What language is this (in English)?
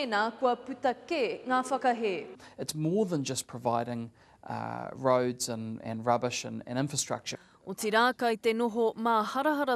Māori